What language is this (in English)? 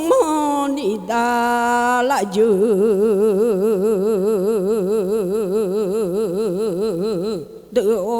Akha